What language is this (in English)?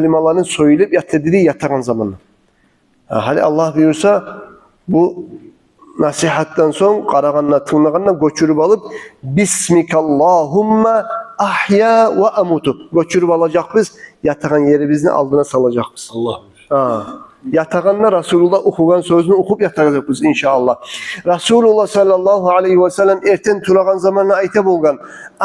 Kumyk